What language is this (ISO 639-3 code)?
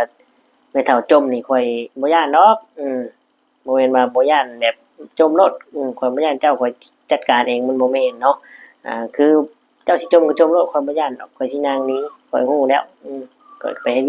lao